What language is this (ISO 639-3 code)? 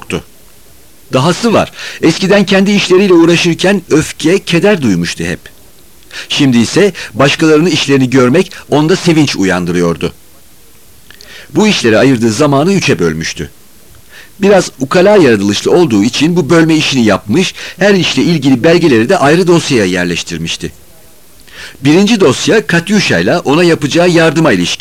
tur